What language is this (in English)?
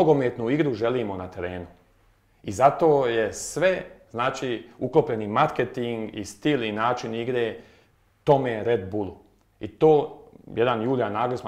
Croatian